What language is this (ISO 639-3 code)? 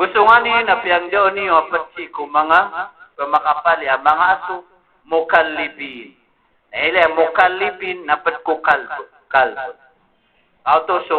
mrw